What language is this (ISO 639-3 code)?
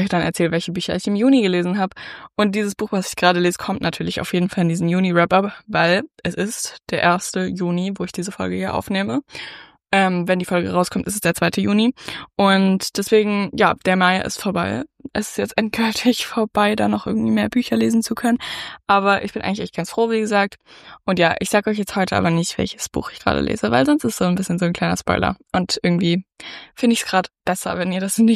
deu